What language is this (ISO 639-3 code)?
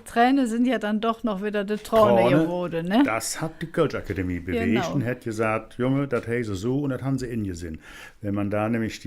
ksh